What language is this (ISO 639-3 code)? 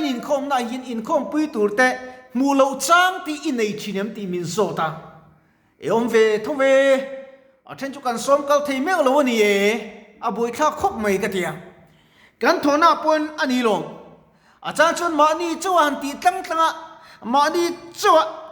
lus